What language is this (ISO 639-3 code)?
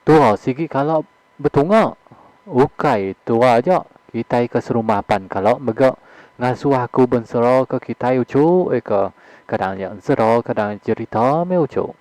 iba